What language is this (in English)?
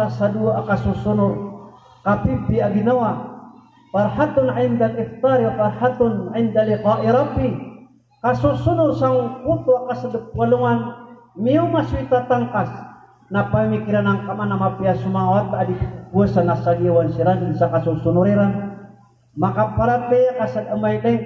Maranao